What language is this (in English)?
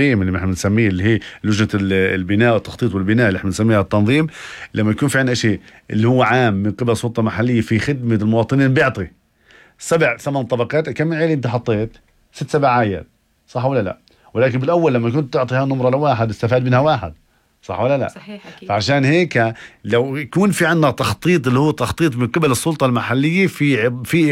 North Levantine Arabic